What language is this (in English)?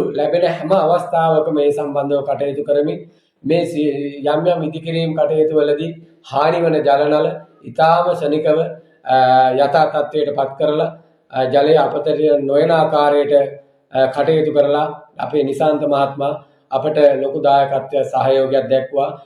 Sinhala